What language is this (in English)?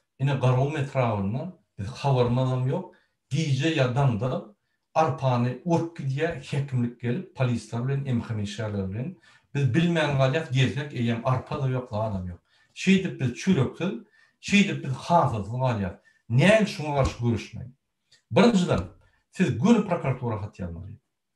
Turkmen